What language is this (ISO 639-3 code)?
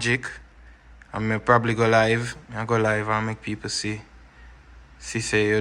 jam